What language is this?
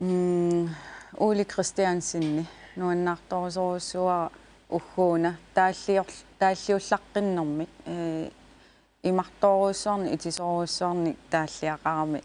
Kalaallisut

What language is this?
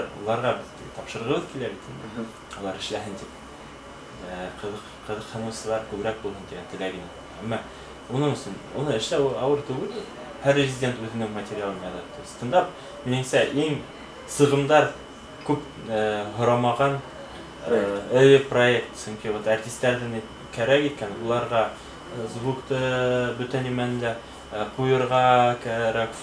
Bashkir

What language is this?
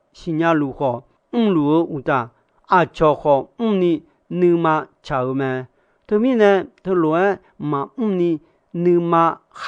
Akha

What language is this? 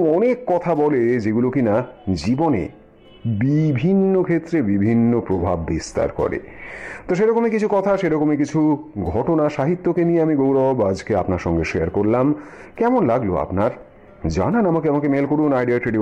Bangla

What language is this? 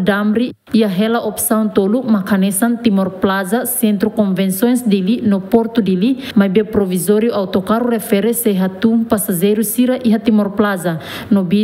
Tetum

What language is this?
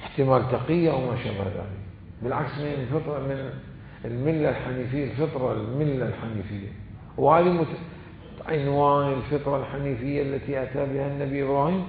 Mesopotamian Arabic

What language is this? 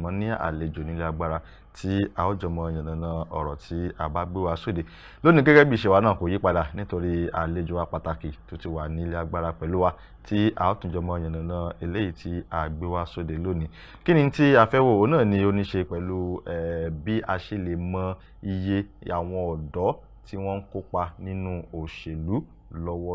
Yoruba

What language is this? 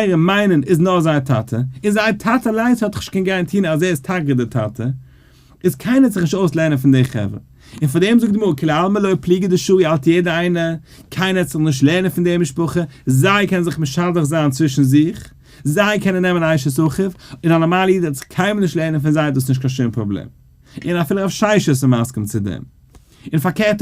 Yiddish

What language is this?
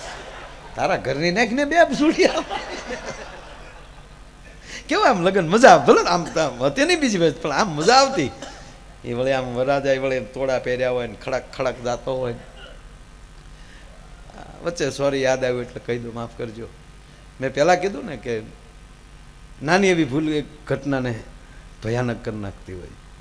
Gujarati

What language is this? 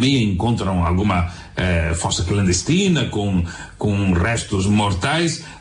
Portuguese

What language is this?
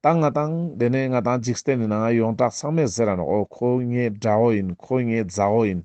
Ladakhi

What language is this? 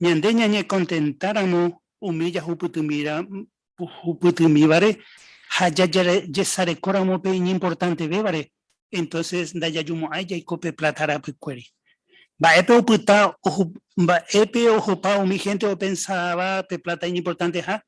Guarani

